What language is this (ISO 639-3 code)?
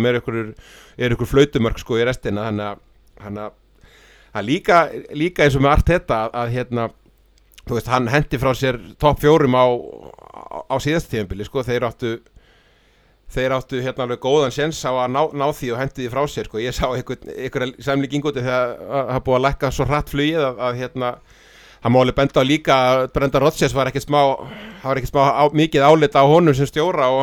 isl